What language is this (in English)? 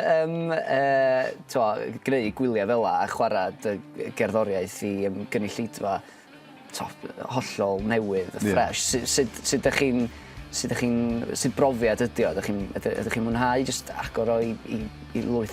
Welsh